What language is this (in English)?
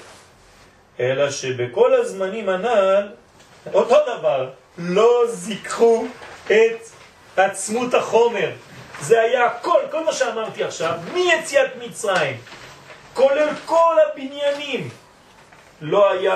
Hebrew